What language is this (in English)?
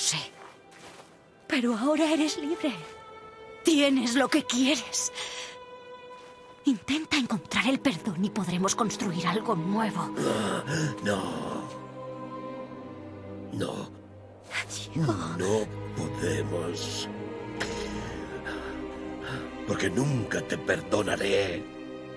Spanish